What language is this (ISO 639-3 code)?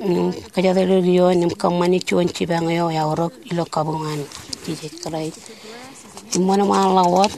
mah